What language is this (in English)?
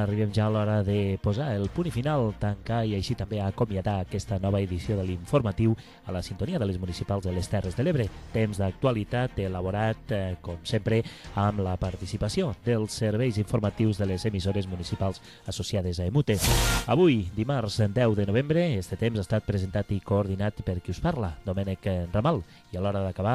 Catalan